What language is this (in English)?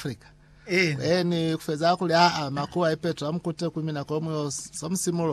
Lozi